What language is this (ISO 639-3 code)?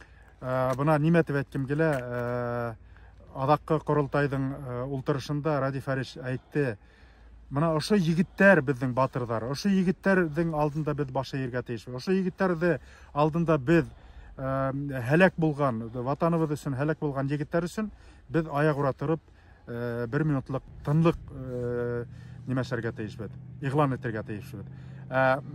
bak